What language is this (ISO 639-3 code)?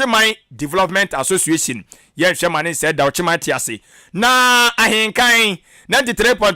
aka